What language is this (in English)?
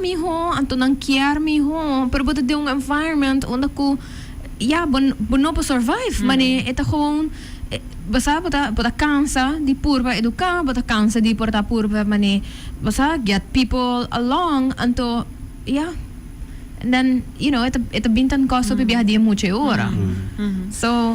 Papiamento